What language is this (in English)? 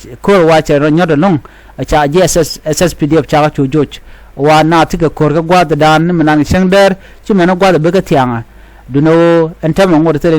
Nuer